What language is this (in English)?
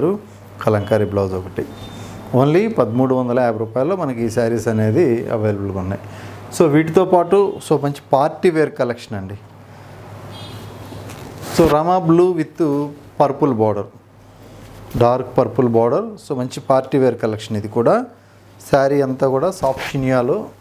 Telugu